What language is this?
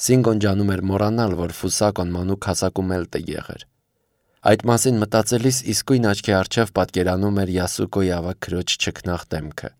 Armenian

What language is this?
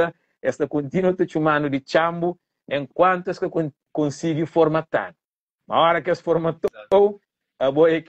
Kabuverdianu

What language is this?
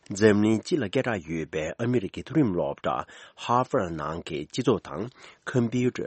Tibetan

